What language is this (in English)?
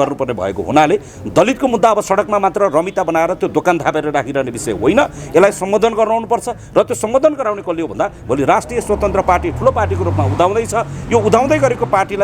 Nepali